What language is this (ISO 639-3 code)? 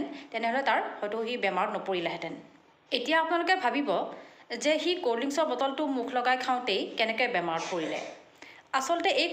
asm